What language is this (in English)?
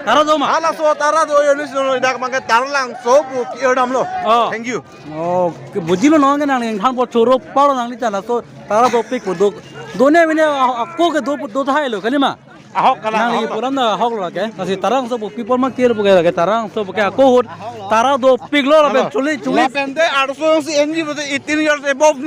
Karbi